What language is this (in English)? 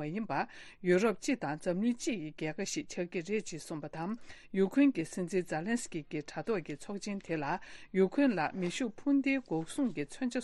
Tibetan